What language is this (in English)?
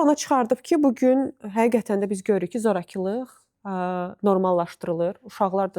Azerbaijani